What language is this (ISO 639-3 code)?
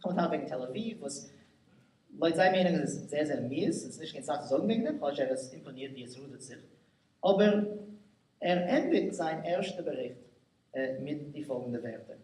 yid